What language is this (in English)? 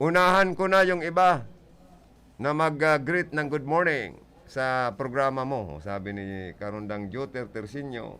Bikol